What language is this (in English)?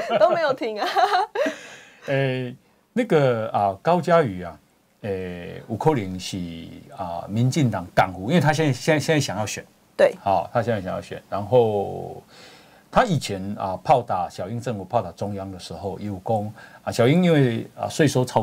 Chinese